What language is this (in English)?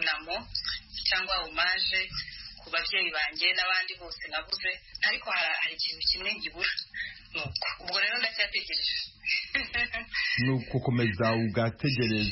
Kinyarwanda